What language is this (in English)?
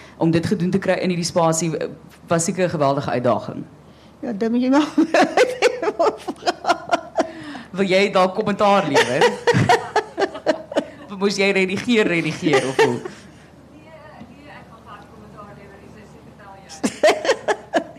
Afrikaans